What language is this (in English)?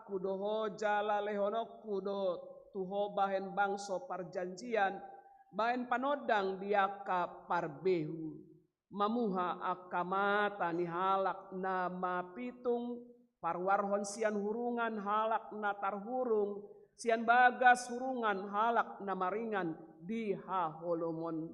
Batak Toba